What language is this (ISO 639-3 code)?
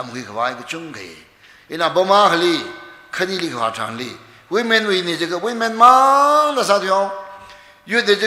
nmf